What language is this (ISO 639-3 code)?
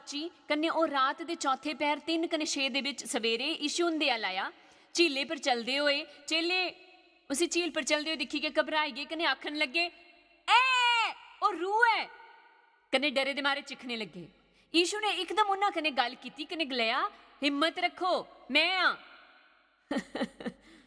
doi